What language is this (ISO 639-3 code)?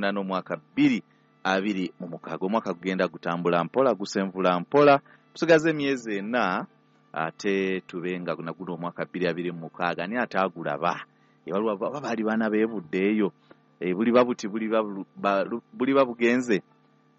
lug